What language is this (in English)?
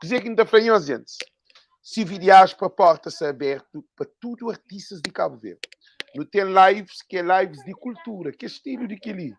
Kabuverdianu